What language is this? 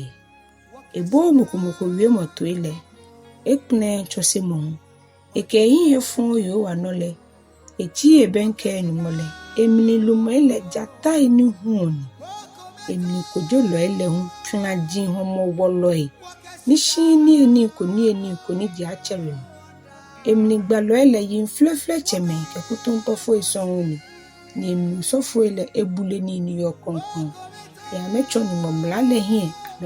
Ga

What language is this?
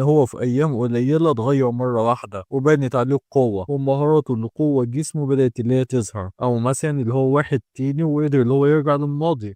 Egyptian Arabic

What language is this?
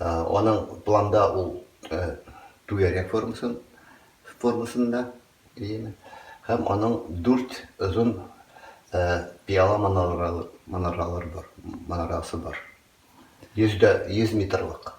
Tatar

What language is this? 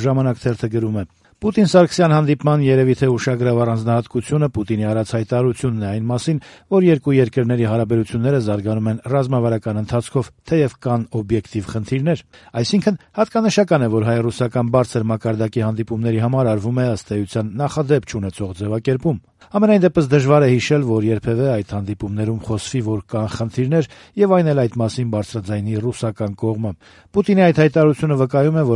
Armenian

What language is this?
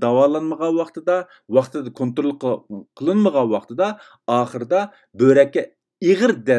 Uyghur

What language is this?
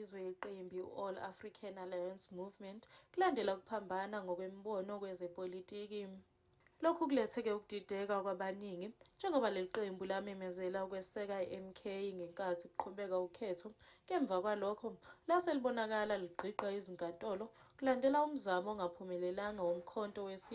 Zulu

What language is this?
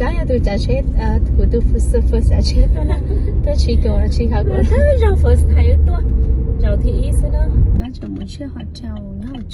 Hmong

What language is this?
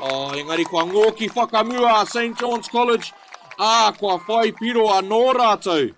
Māori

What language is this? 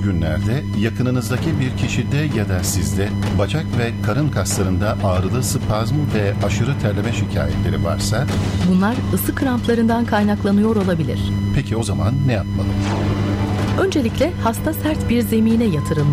Turkish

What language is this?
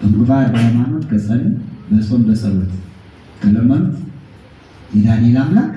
Amharic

